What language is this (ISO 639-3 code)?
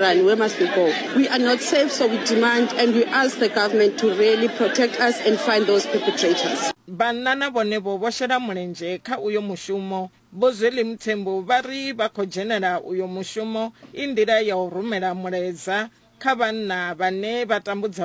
ven